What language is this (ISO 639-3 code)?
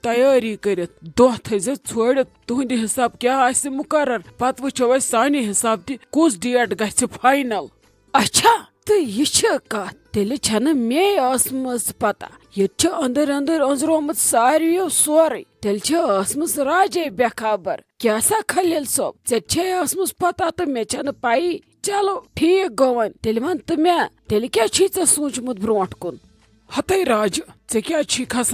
kas